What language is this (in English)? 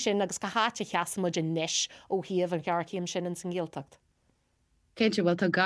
Irish